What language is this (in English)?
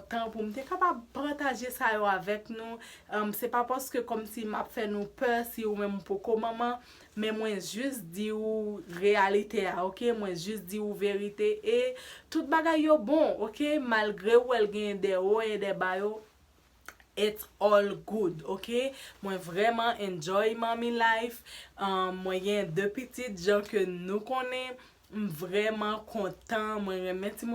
Haitian Creole